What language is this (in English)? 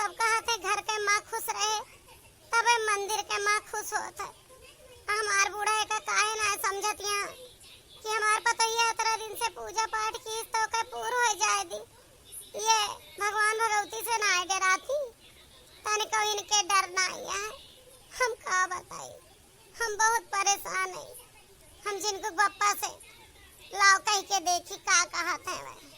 Awadhi